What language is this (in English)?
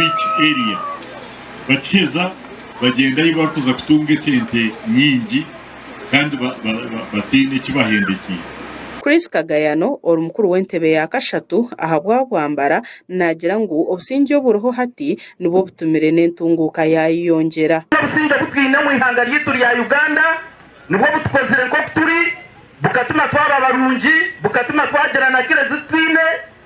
Nyankole